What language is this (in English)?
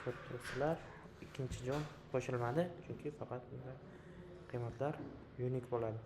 Uzbek